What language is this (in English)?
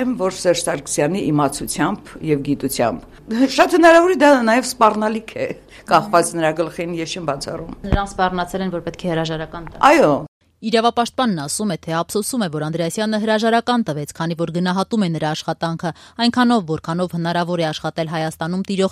Armenian